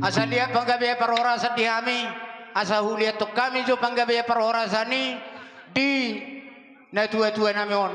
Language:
Batak Toba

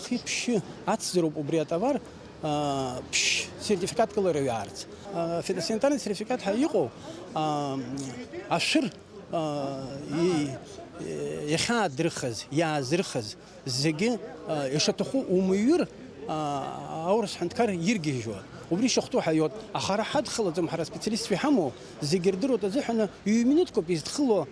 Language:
Abkhazian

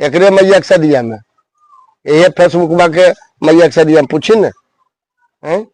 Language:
Magahi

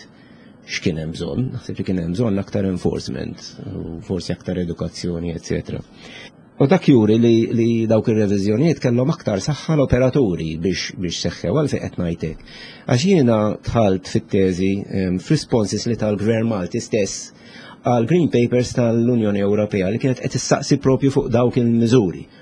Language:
Maltese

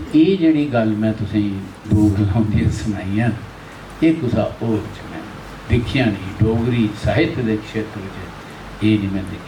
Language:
Dogri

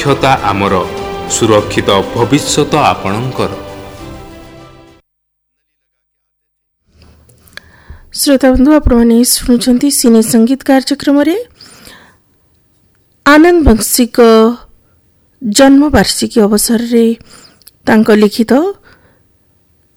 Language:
Odia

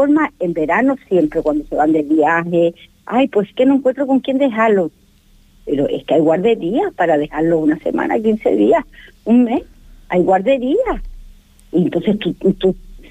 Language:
Spanish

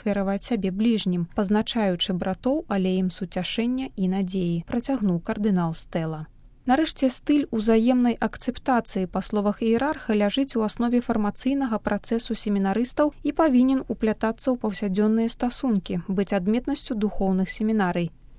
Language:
Belarusian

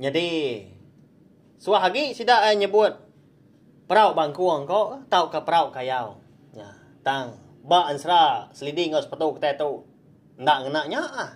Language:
Iban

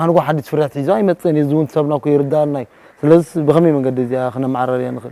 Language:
Tigrinya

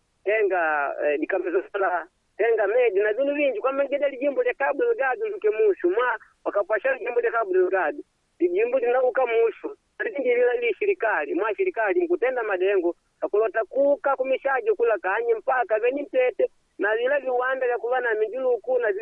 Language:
Makonde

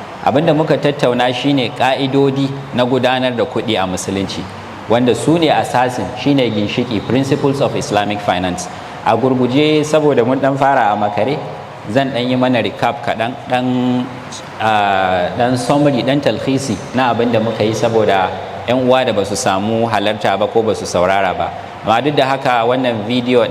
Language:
Hausa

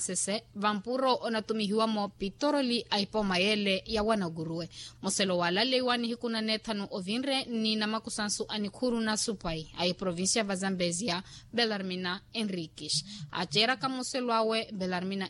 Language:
Makhuwa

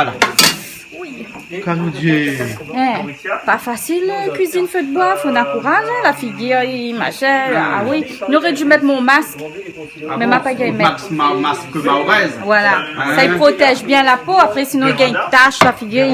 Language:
Réunion Creole French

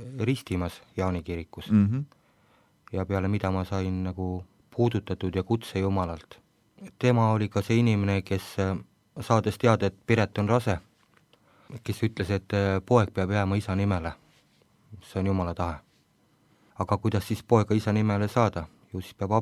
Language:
Estonian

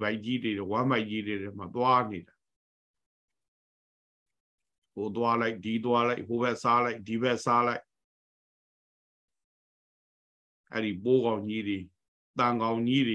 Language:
Burmese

